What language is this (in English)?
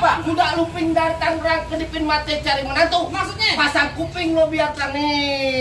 Betawi